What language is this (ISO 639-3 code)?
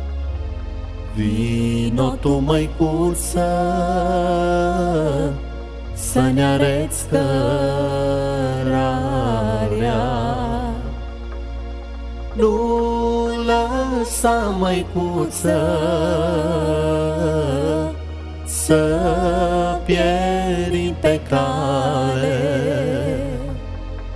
ron